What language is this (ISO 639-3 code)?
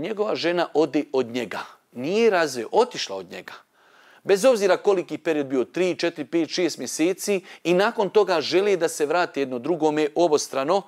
bos